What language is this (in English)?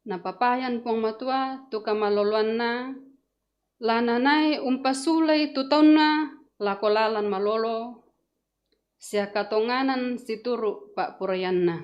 Toraja-Sa'dan